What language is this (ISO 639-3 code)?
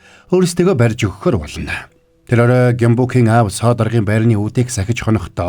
mon